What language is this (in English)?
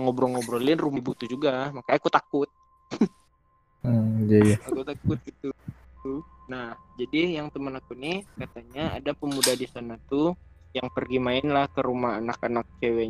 Indonesian